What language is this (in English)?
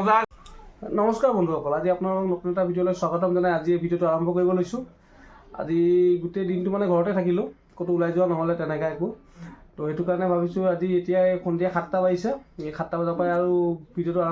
Assamese